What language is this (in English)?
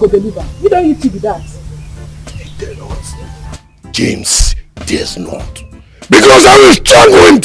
Nigerian Pidgin